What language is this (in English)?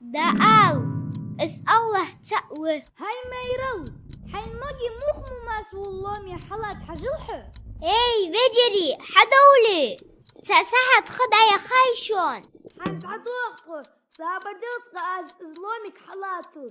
Ingush